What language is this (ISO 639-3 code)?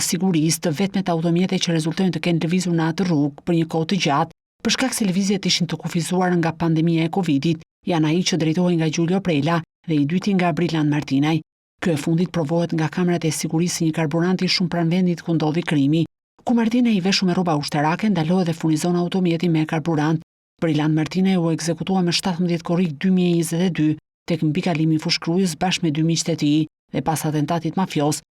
sqi